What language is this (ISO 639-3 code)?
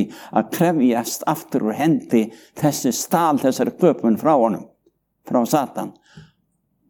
isl